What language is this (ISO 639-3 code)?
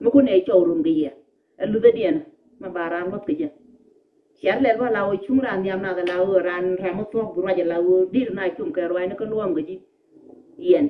nus